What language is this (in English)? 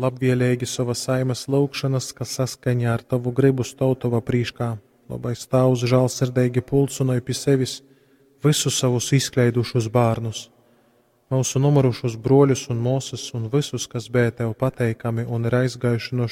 Latgalian